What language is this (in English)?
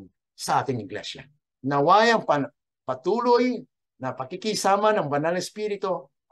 Filipino